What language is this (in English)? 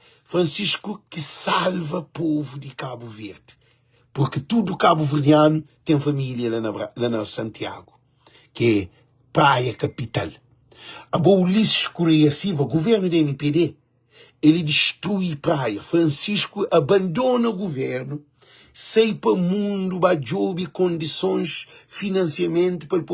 Kabuverdianu